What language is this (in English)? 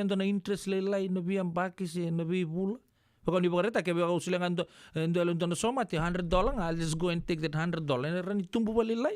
Fijian